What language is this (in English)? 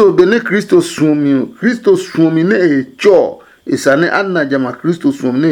Adangme